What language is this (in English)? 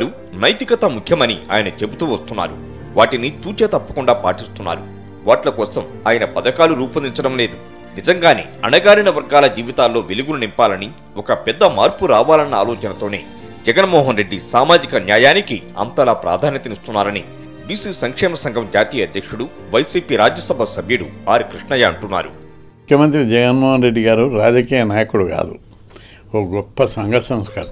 Telugu